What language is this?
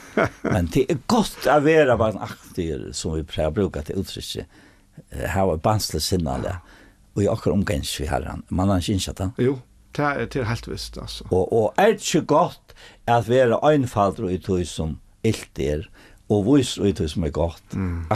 Faroese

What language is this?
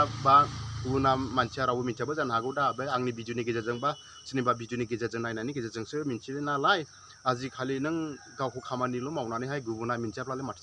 Bodo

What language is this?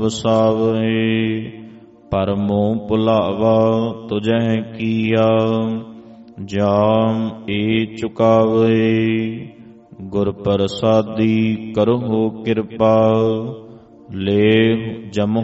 Punjabi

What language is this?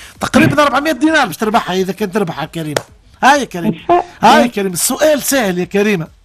Tunisian Arabic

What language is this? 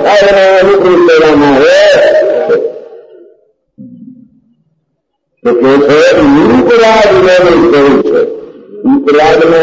Gujarati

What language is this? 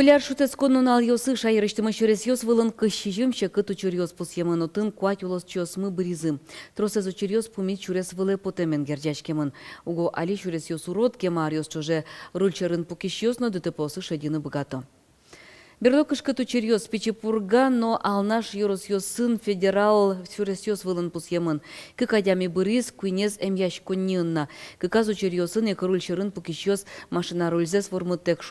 Udmurt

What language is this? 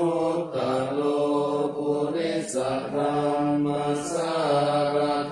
Pali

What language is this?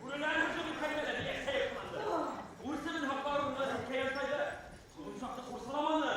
Bashkir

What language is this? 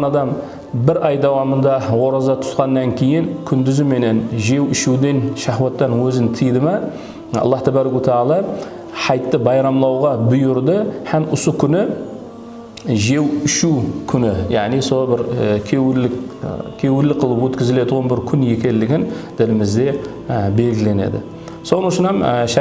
Kara-Kalpak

